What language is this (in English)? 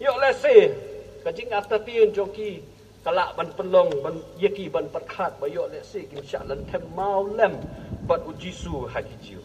Khasi